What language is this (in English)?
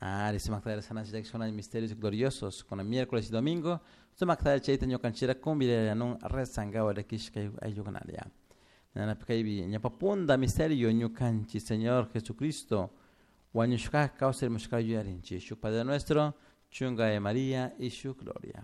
Chimborazo Highland Quichua